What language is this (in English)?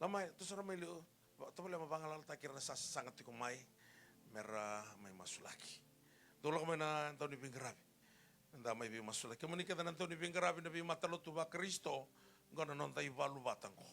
Fijian